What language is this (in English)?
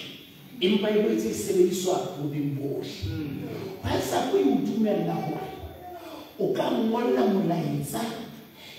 Southern Sotho